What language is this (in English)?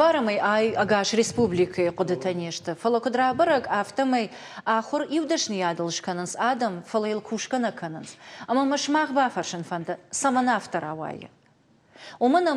Ossetic